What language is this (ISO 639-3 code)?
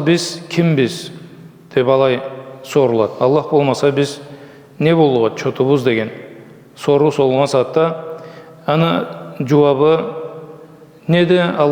krc